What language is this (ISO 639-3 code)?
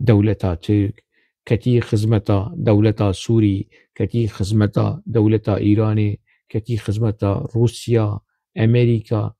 kur